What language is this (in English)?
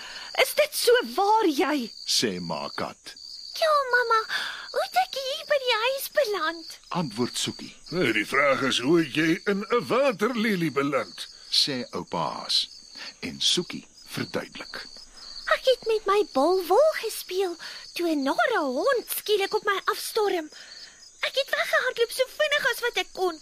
Afrikaans